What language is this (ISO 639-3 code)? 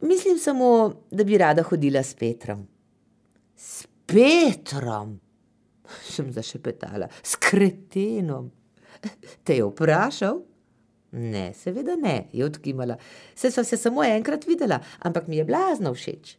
slv